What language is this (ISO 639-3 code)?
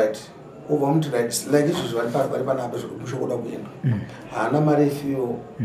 sna